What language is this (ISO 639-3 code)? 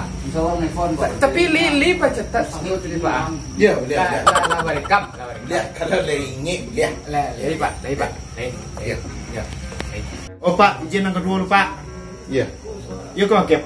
min